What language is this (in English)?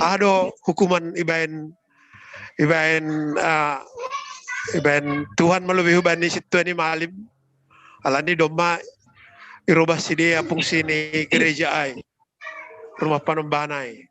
Batak Simalungun